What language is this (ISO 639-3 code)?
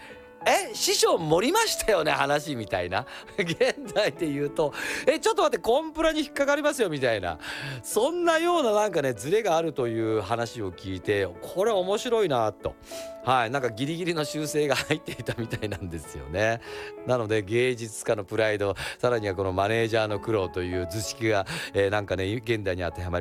jpn